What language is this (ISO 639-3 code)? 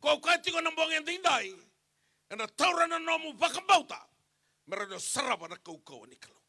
fij